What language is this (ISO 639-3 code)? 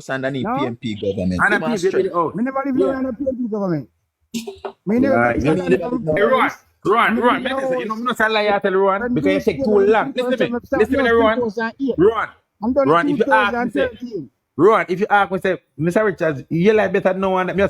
jam